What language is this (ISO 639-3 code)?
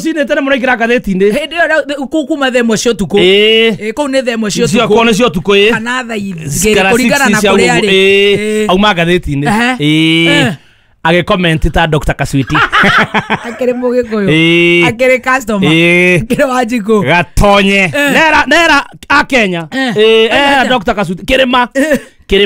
kik